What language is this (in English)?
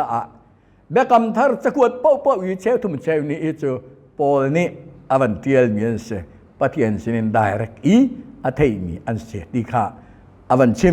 Hakha Chin